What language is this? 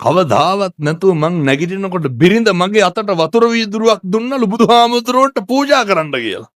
Sinhala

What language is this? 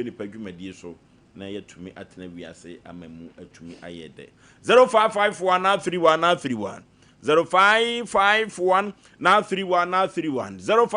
Akan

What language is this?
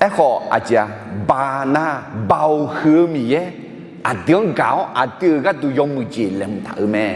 Akha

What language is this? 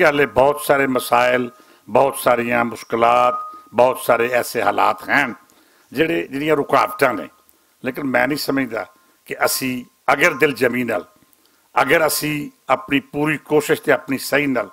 Western Panjabi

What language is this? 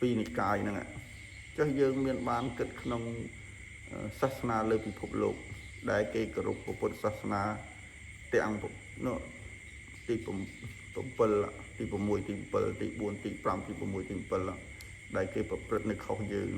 Khmer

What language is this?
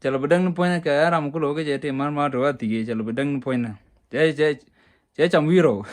Nuer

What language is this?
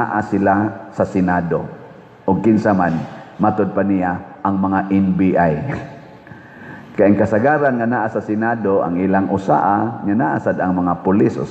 Cebuano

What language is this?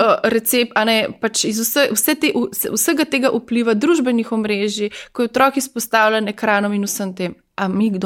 Slovenian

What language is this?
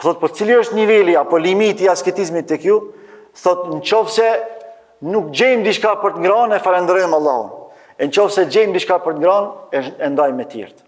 Albanian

